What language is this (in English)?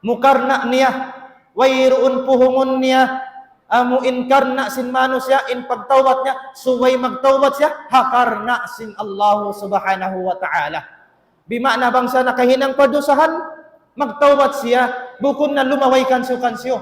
Tausug